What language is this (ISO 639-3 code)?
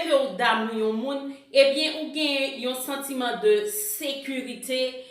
hat